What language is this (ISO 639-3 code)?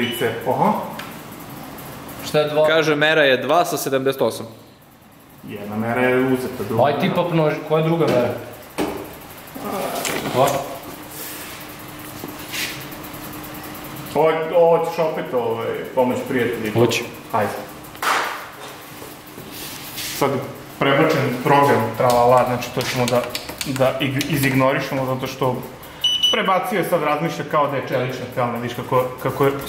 srp